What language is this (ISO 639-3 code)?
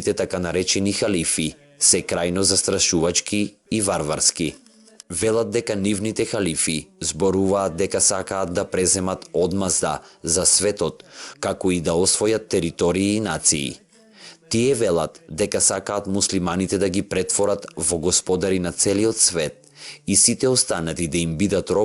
mkd